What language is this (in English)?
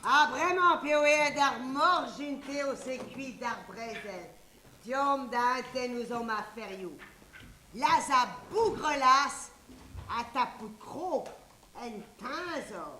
Breton